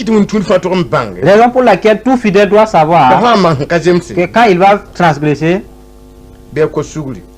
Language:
Mossi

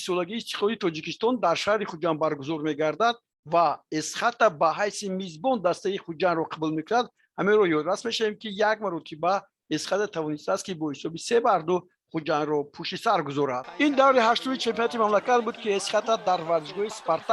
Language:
Tajik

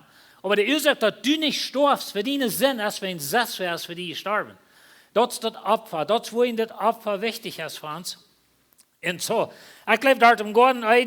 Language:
Plautdietsch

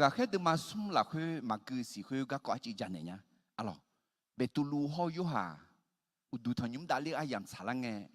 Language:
Akha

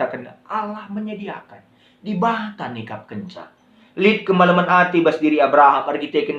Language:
Batak Karo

